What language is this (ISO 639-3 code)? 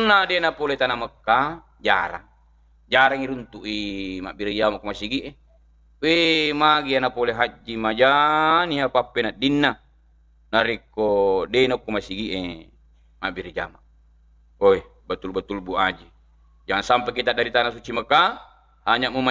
bug